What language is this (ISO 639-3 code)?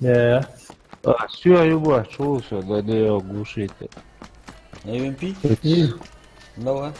inh